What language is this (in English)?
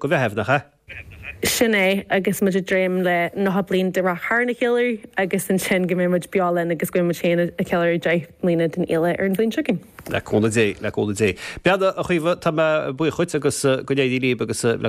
Irish